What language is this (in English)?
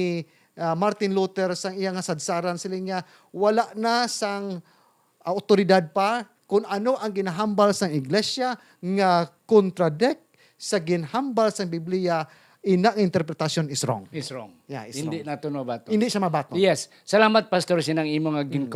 Hiligaynon